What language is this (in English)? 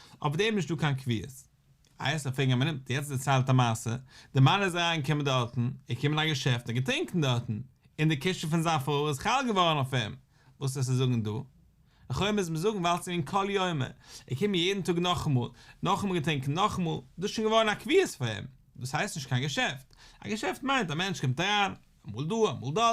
Yiddish